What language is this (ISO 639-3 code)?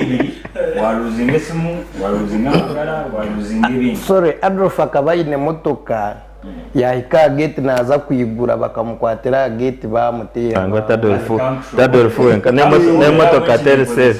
nyn